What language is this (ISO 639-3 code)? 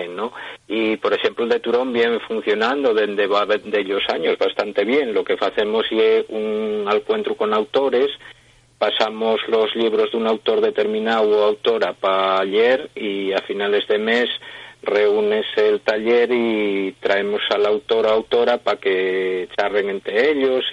ast